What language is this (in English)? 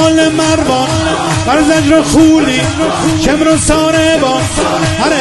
Kashmiri